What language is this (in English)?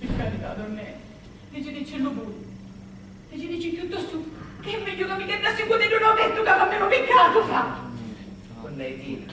Sicilian